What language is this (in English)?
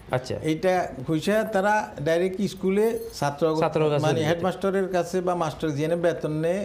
Bangla